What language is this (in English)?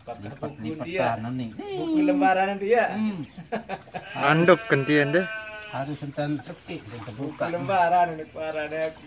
Sasak